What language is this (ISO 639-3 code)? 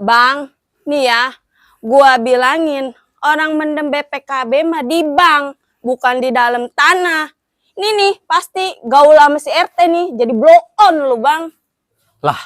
bew